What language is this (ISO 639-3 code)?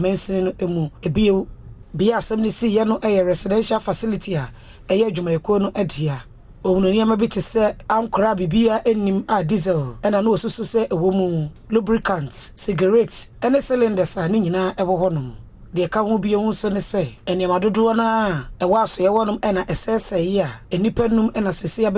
aka